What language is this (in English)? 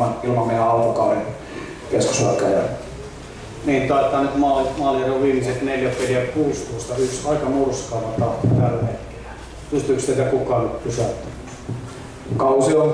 Finnish